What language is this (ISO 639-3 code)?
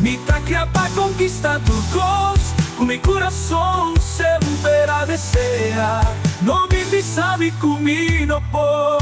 pap